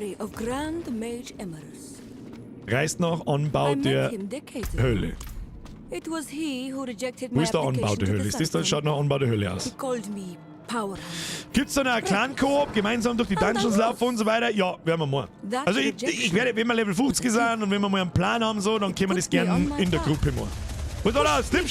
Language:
Bavarian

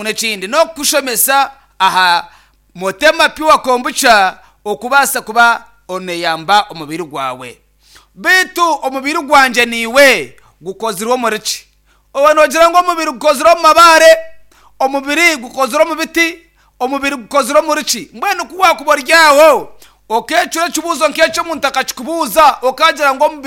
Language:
Nyankole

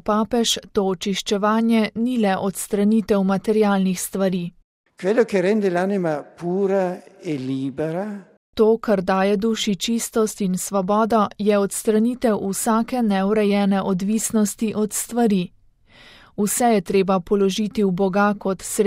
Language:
Slovenian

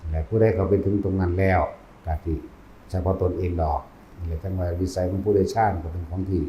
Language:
Northeastern Thai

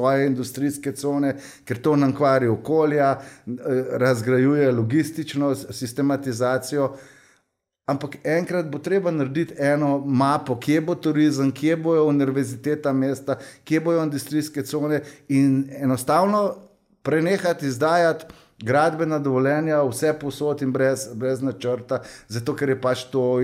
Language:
Slovenian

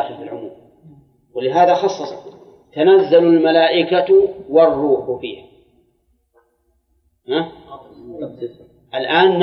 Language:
Arabic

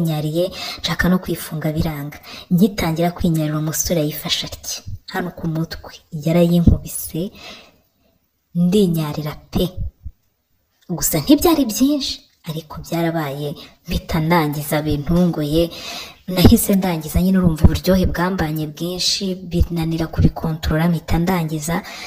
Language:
Kinyarwanda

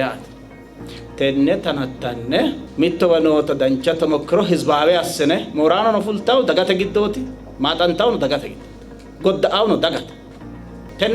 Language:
Sidamo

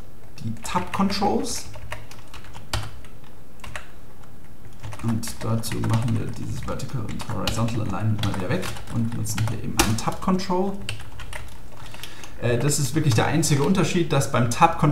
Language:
German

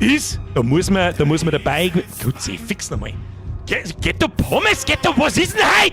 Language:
Bavarian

